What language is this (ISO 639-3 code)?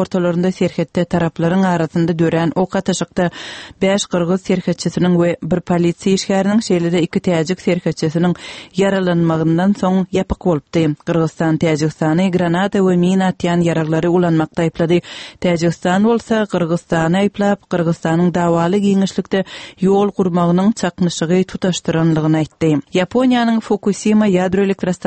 tuk